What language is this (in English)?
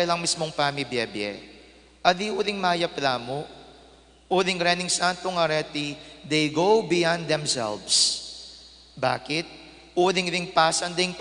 Pampanga